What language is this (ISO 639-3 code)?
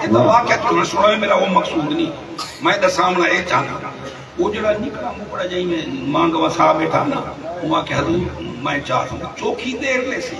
skr